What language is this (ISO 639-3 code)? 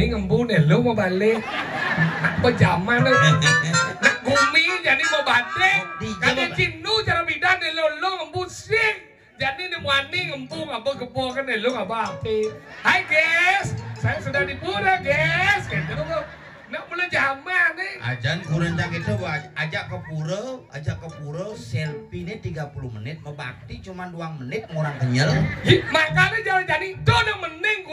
ban